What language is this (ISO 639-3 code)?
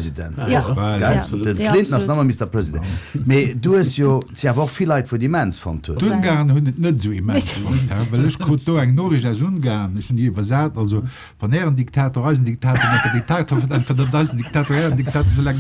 ltz